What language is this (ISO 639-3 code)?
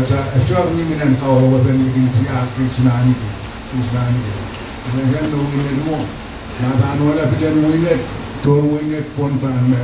pon